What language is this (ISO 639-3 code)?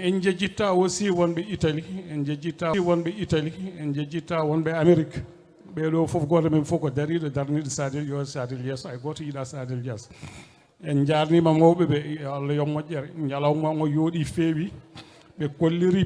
ful